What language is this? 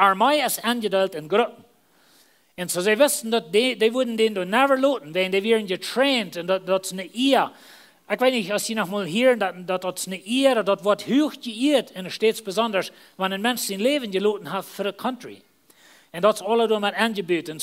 Plautdietsch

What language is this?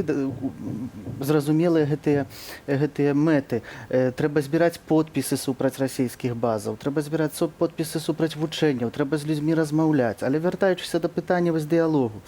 Belarusian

